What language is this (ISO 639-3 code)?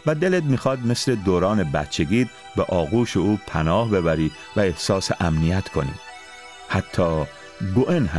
fas